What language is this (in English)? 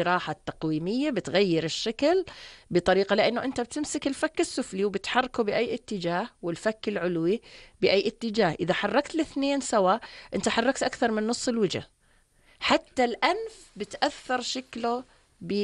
North Levantine Arabic